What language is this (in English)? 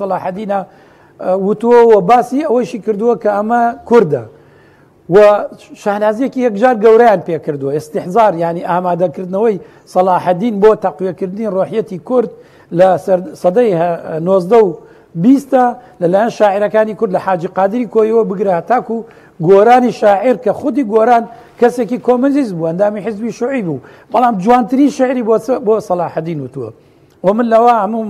Central Kurdish